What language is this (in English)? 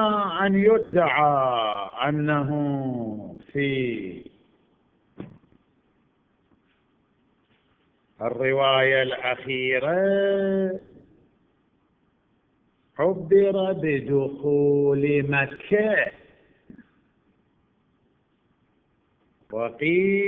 Arabic